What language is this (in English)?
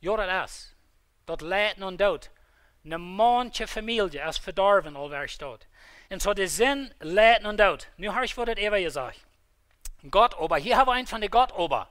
Plautdietsch